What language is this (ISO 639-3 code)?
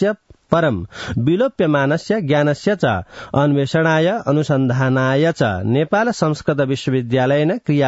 san